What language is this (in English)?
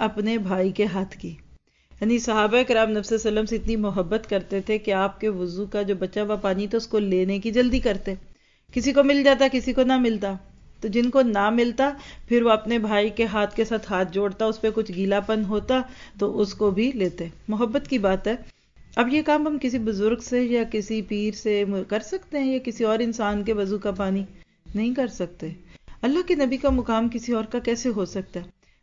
Urdu